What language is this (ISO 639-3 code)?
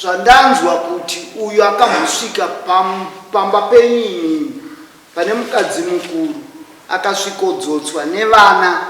sna